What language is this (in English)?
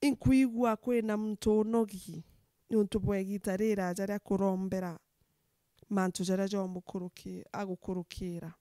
Meru